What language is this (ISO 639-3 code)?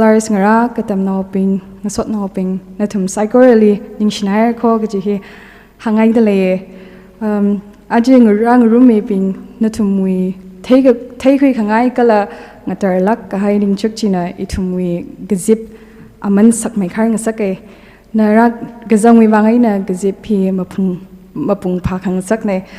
nmf